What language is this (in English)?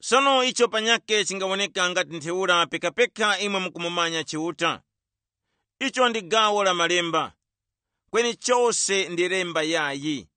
Tumbuka